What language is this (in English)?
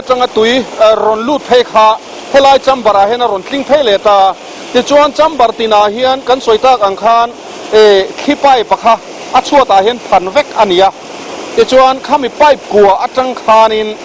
Mizo